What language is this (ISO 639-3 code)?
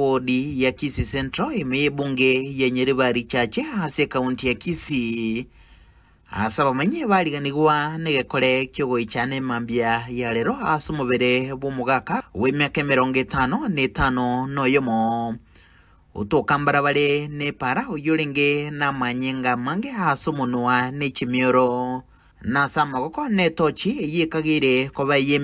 guz